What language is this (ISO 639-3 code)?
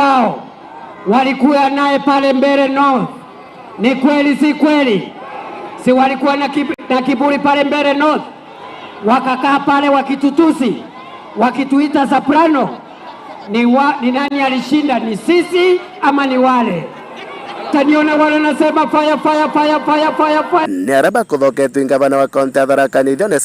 mer